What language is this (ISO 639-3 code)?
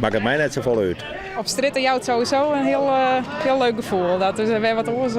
fry